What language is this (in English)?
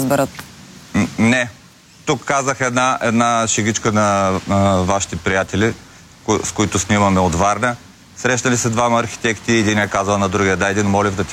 Bulgarian